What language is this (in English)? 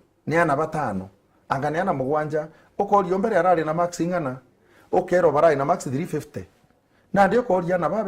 Meru